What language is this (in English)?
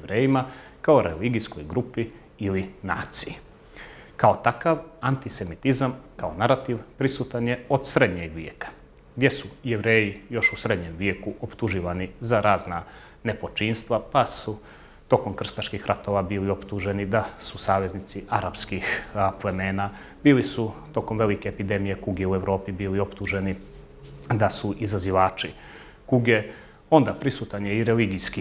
Bosnian